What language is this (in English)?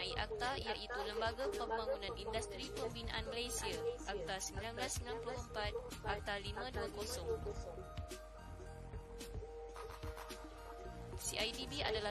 Malay